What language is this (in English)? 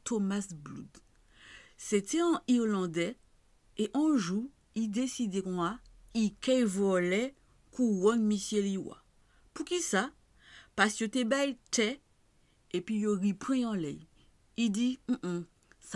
Guadeloupean Creole French